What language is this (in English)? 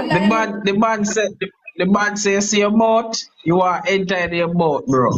Jamaican Creole English